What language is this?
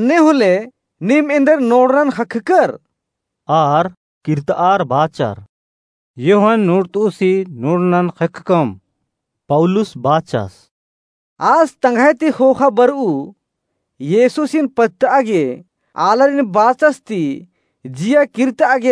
Kurukh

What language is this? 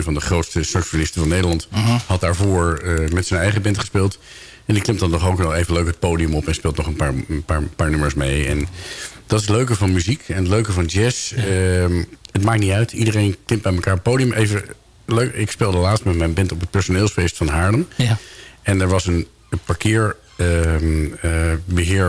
Dutch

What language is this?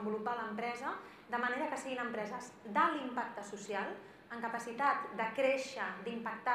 Catalan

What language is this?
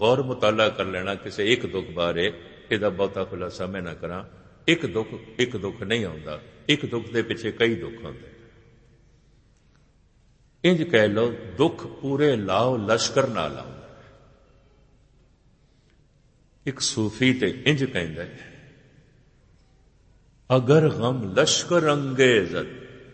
Punjabi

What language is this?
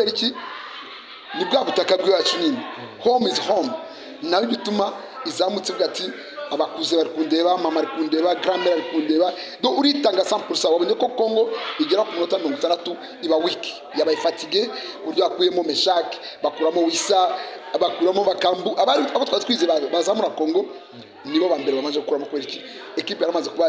Kinyarwanda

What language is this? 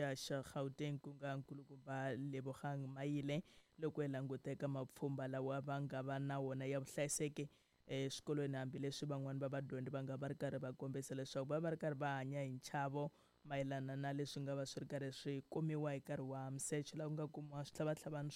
Tsonga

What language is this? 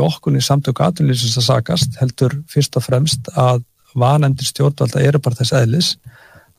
Icelandic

